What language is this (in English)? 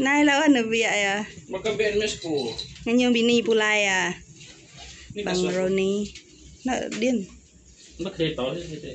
Iban